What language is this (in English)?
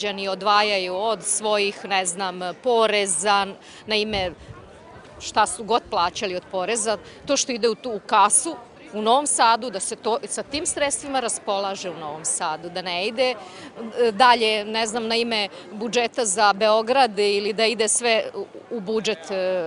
Serbian